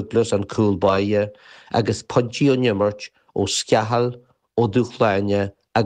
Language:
Irish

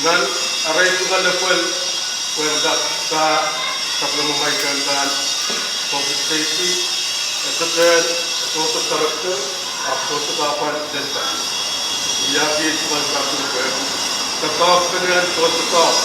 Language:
Pohnpeian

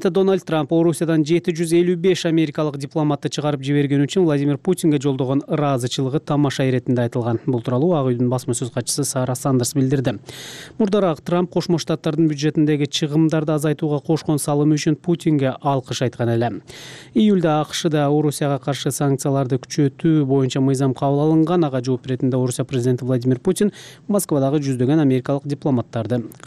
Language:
Kyrgyz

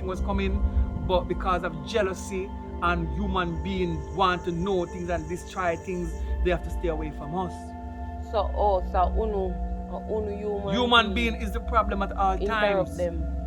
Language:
Jamaican Creole English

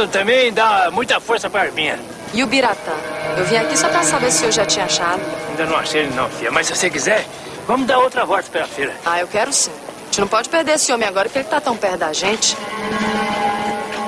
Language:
Portuguese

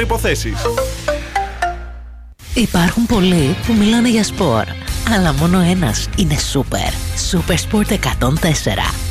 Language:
Greek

